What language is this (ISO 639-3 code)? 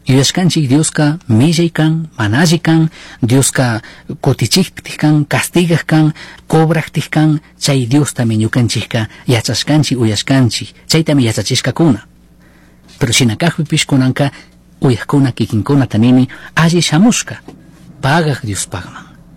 qug